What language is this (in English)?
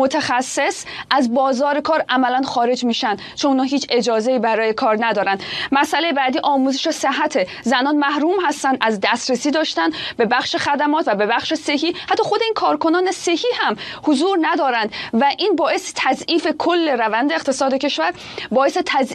Persian